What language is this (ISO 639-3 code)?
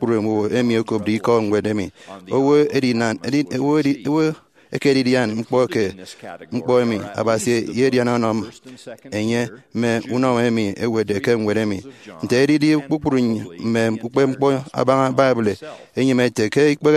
efi